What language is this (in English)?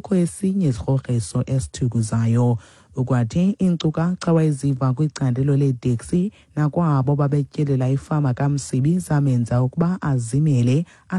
Xhosa